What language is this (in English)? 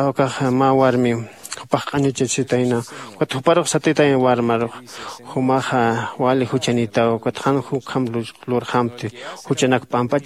Aymara